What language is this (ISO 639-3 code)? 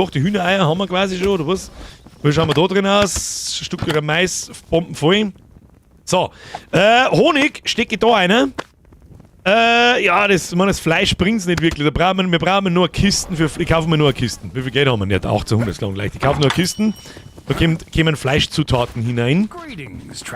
bar